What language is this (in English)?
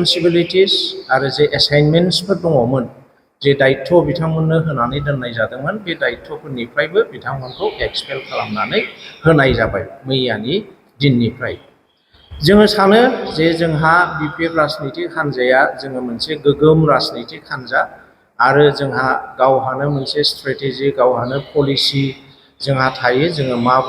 Bodo